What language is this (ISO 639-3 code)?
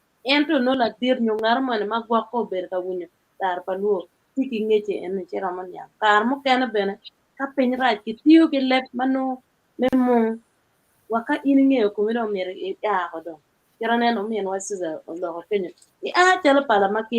ach